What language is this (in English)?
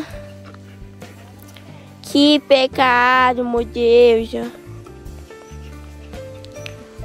Portuguese